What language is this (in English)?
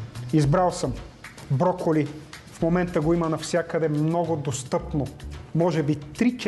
Bulgarian